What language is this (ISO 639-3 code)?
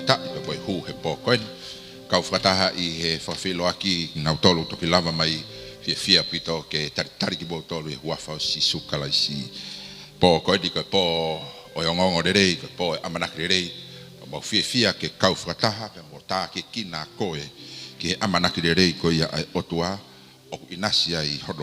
ton